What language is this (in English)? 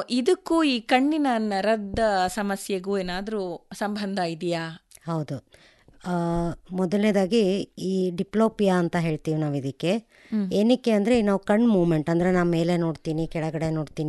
Kannada